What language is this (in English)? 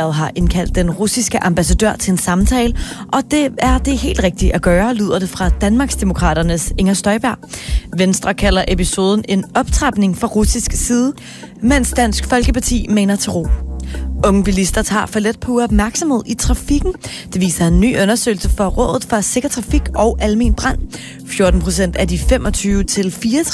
Danish